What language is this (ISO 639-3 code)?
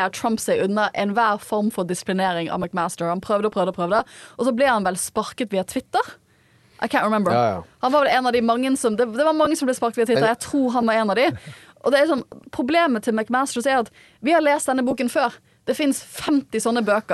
nor